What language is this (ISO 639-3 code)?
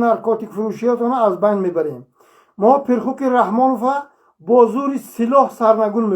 tgk